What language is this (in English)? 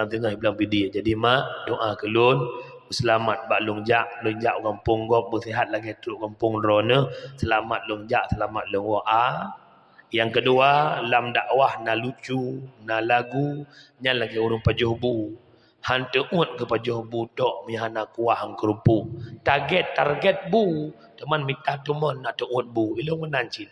Achinese